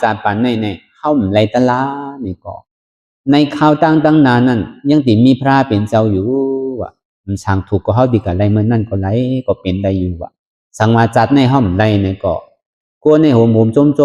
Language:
Shan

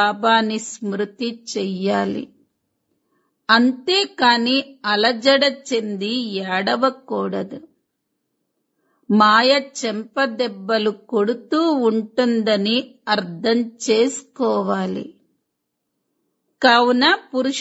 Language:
Telugu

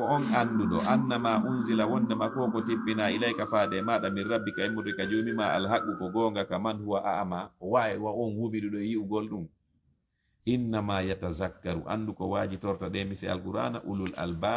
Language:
Fula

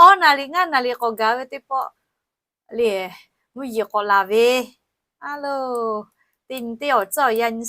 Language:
Lahu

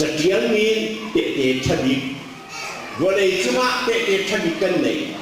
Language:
Hakha Chin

